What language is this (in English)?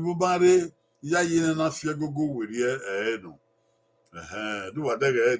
Bini